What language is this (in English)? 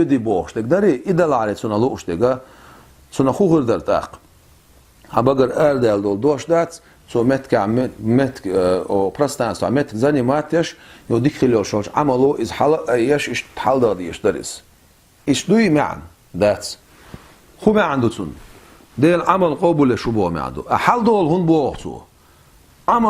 Chechen